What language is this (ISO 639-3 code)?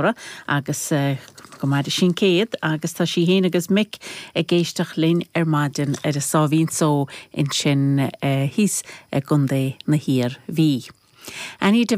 gle